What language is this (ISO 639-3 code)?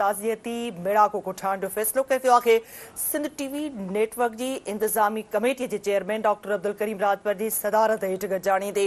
snd